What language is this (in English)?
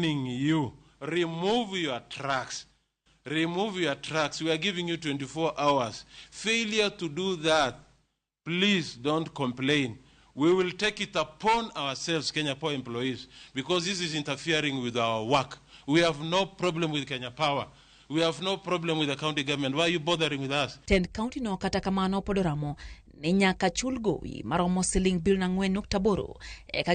Luo (Kenya and Tanzania)